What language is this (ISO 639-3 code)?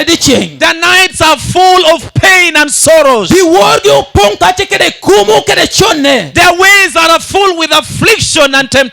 laj